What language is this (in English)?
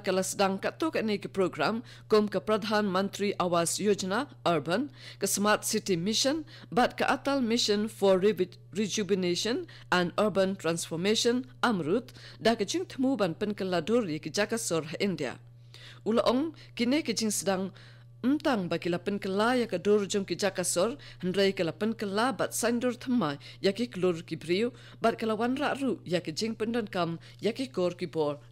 Khasi